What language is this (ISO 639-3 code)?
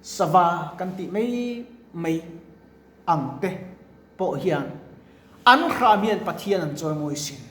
lus